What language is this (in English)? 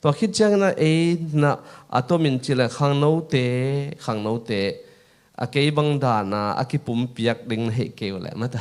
Tedim Chin